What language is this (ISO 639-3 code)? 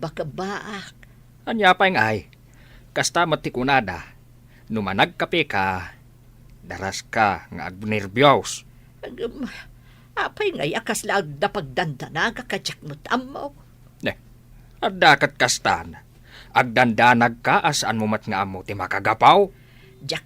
ilo